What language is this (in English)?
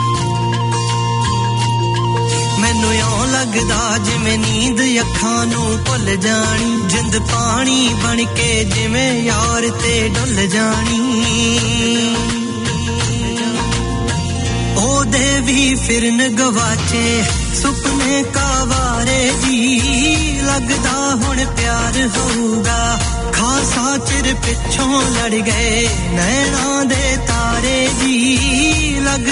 Punjabi